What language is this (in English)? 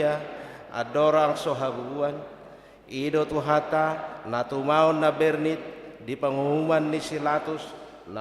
Batak Toba